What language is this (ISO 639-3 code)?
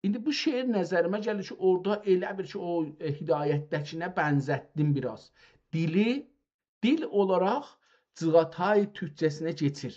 azb